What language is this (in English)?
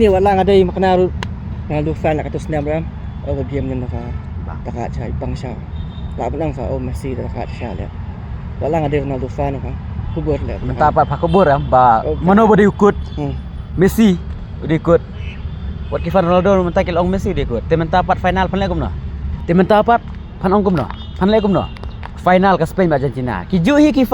Khasi